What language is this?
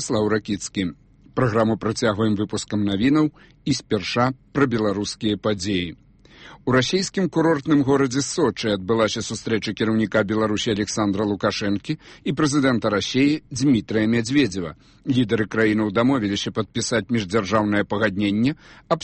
Belarusian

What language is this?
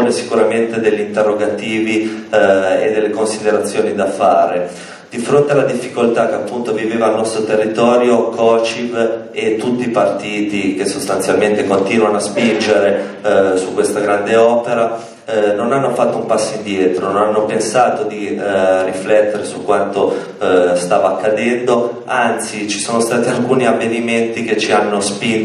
Italian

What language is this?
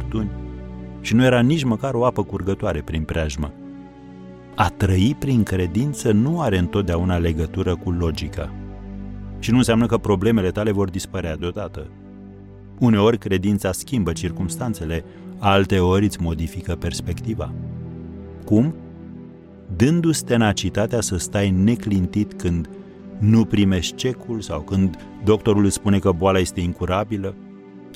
Romanian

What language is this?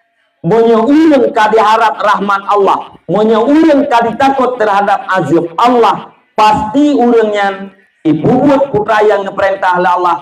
Achinese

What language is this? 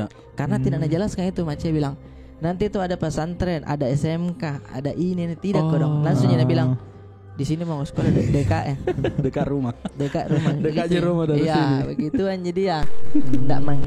Makassar Malay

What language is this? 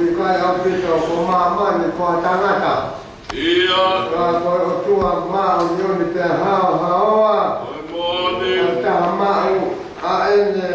Tongan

